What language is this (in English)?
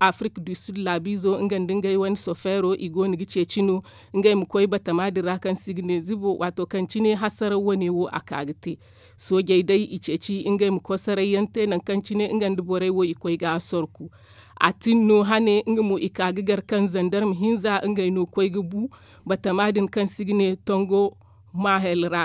Zarma